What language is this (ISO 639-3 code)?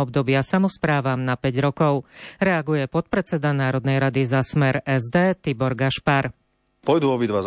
slk